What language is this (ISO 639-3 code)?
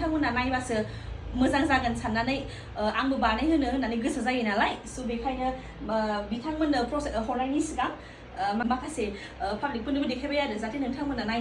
brx